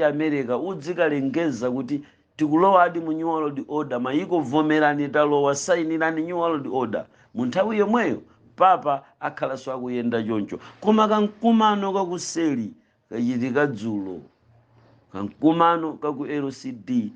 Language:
Nyanja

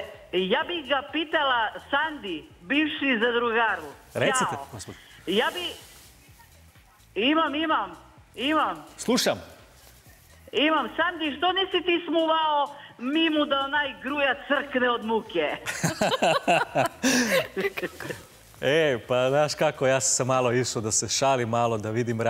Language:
Serbian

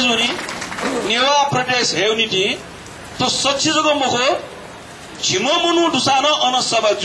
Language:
Newari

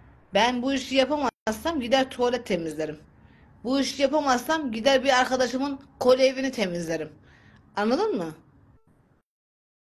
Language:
Turkish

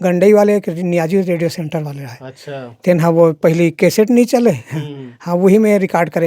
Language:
Chhattisgarhi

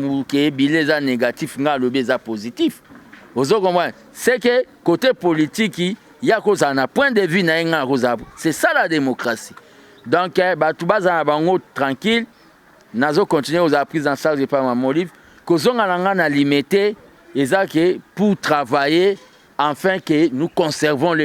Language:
Lingala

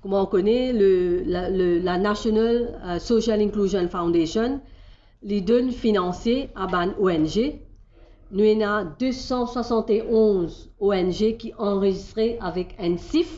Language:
Morisyen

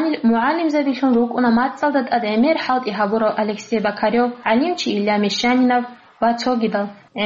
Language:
Avaric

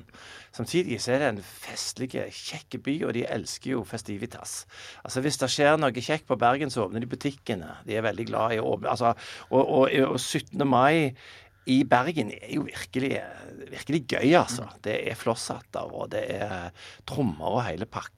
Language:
Norwegian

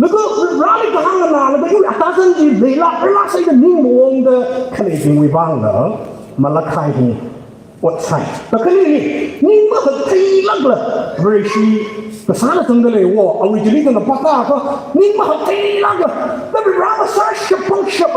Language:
Tangkhul Naga (India)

